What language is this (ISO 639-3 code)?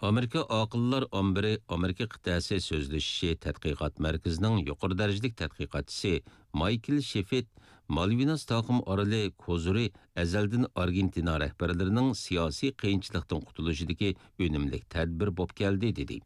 uig